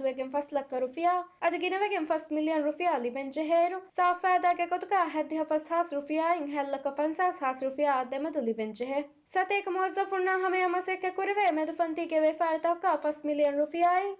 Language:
Divehi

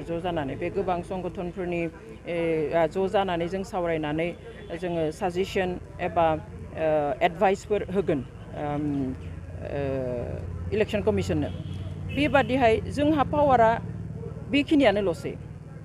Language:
Bodo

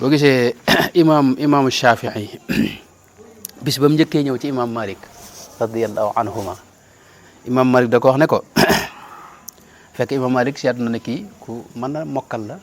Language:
Wolof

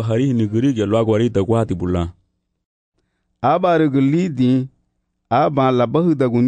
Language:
Garifuna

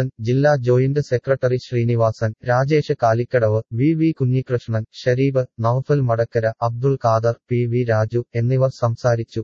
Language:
Malayalam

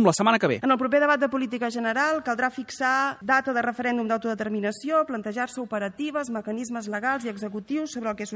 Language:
Catalan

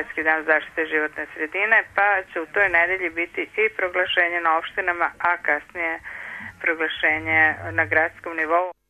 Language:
Serbian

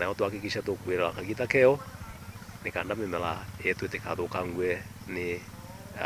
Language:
Meru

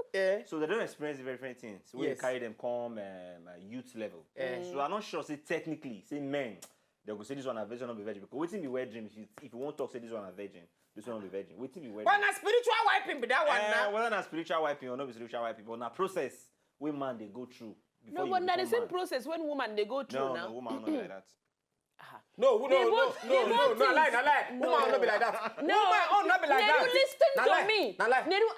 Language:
Nigerian Pidgin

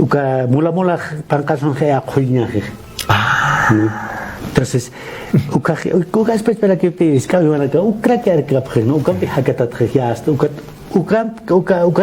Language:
Aymara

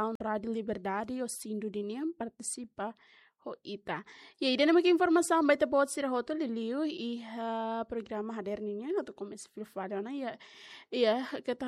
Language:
Tetum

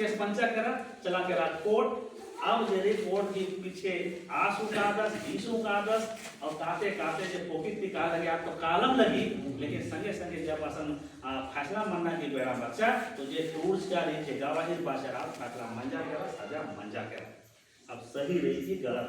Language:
Kurukh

